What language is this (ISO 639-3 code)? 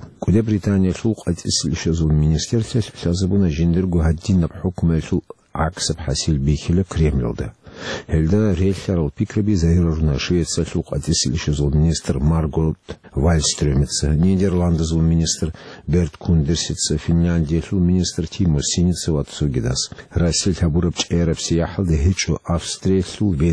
ava